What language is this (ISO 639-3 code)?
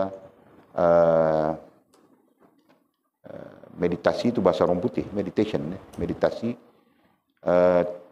msa